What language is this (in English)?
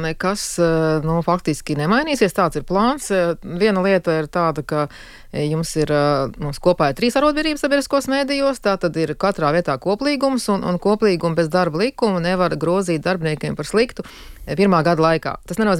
Latvian